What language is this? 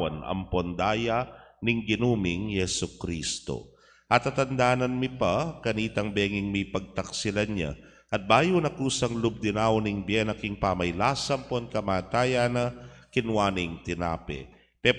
Pampanga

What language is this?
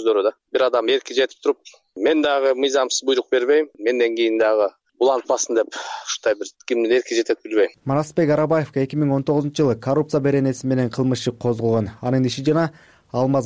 Kyrgyz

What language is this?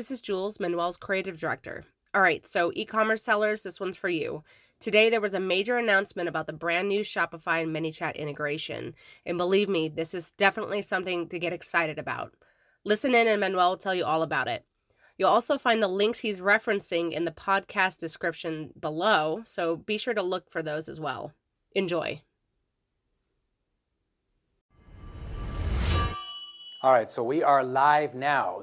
English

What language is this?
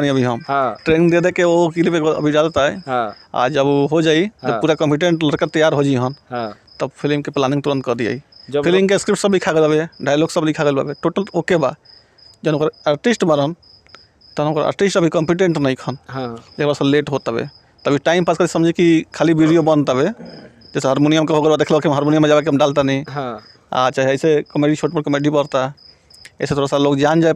Bhojpuri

